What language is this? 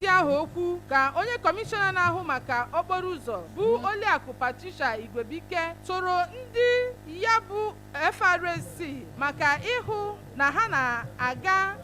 Igbo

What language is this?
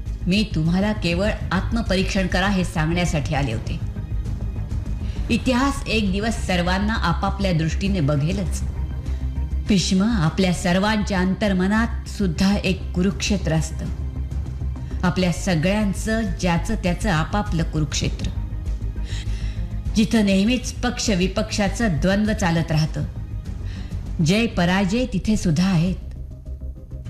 Marathi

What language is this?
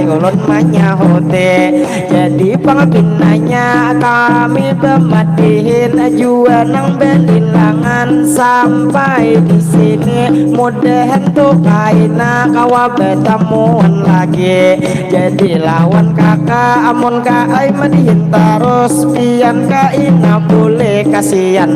Banjar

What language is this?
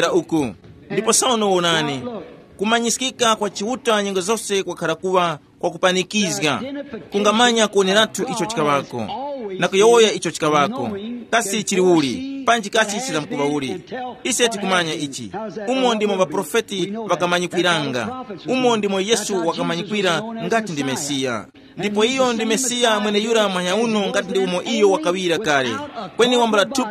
Tumbuka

